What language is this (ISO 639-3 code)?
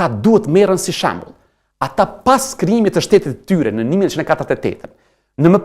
sqi